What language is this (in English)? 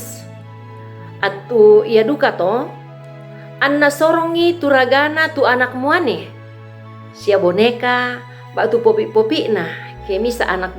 Toraja-Sa'dan